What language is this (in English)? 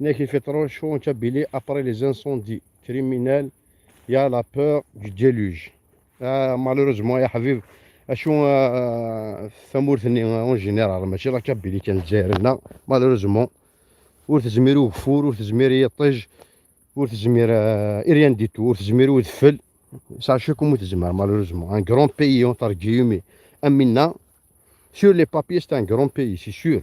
Kabyle